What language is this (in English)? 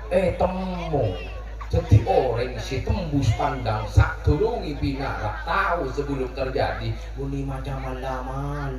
Madurese